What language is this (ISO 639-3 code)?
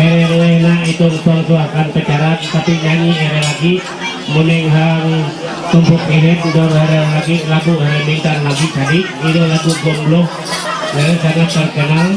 mhy